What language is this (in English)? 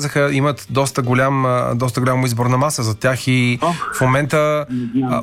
Bulgarian